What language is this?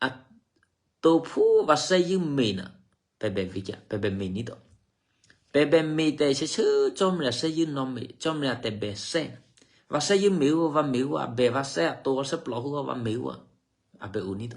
Eastern Kayah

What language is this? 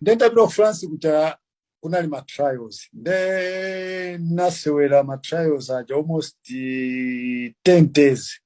Nyanja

